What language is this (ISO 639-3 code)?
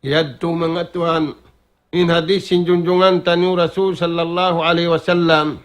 tsg